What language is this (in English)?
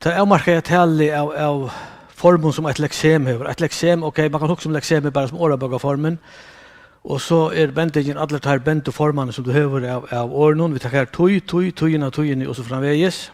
Faroese